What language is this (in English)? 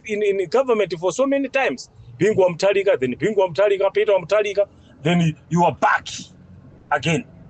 Nyanja